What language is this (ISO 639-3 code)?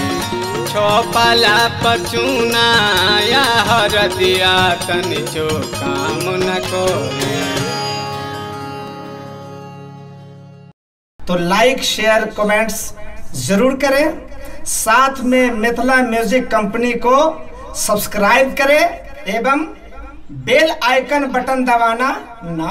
bho